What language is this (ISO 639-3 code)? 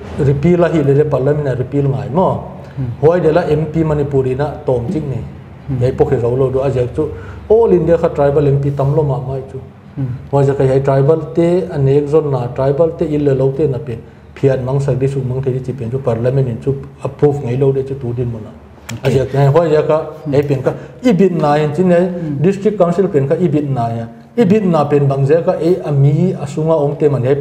pck